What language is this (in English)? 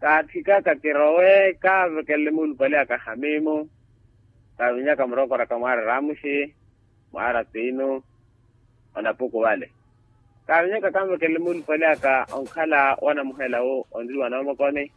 Makhuwa